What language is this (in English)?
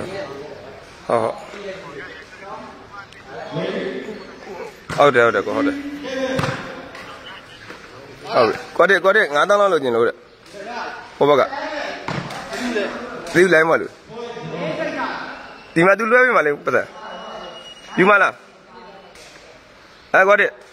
Burmese